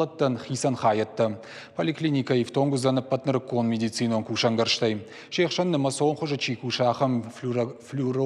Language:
Ossetic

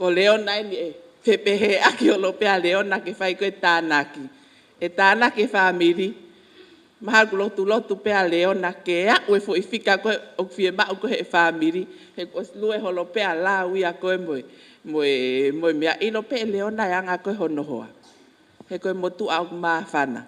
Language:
Tongan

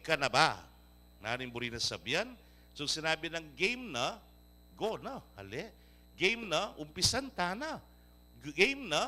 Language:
Pampanga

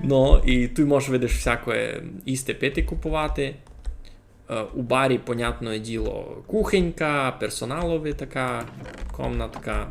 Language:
Rusyn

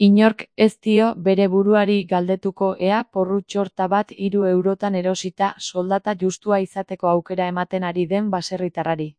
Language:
Basque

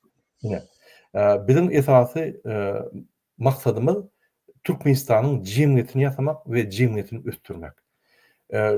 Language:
Turkmen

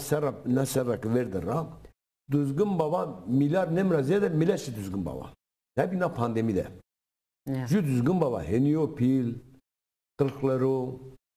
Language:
Zaza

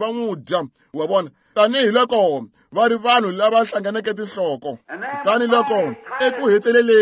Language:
Tsonga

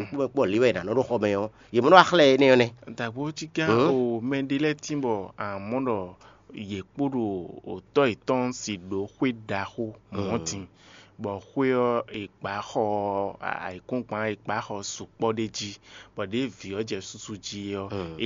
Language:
Fon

